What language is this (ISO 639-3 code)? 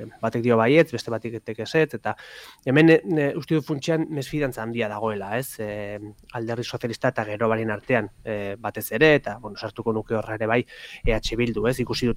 eus